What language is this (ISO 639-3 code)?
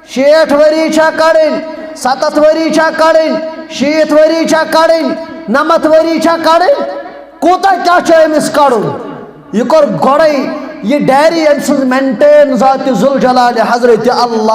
kas